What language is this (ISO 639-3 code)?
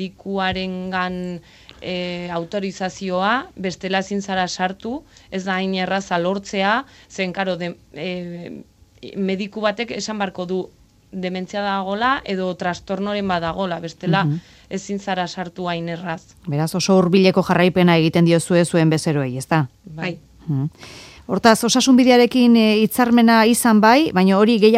eus